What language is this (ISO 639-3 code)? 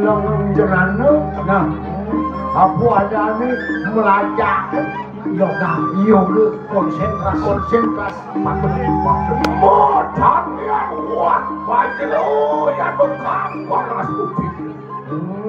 ban